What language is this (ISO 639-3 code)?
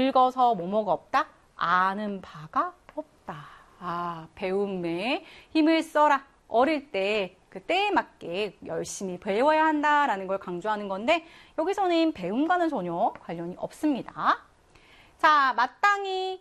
kor